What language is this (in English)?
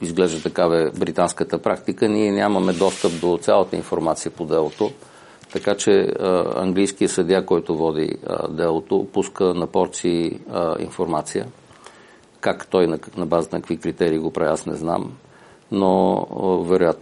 Bulgarian